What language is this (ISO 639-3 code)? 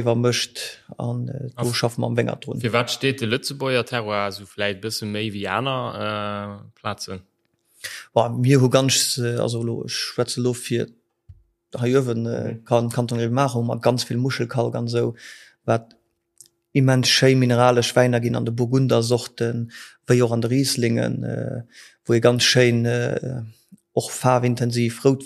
ltz